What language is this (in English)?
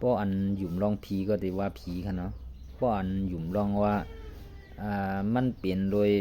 Shan